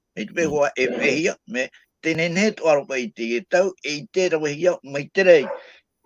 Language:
Tahitian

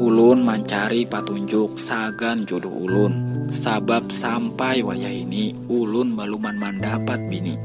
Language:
Banjar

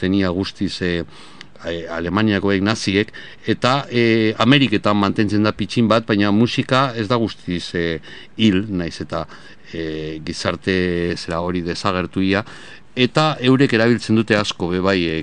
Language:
Basque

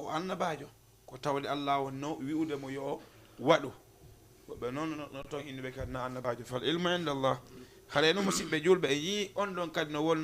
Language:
Fula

